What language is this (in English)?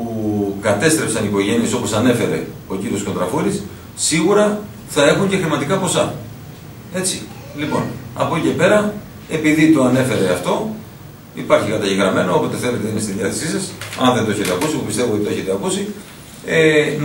Greek